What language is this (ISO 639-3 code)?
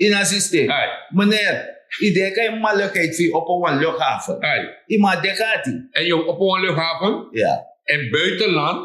srn